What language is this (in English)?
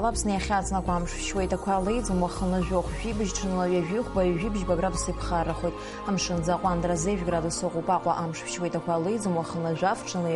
Abkhazian